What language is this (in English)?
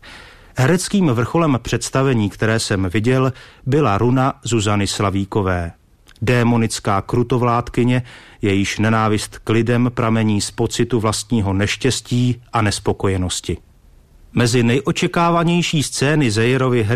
Czech